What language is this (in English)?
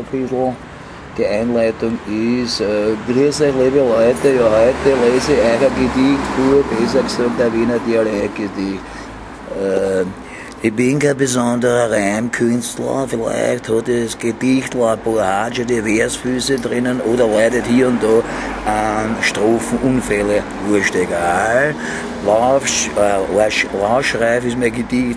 Bavarian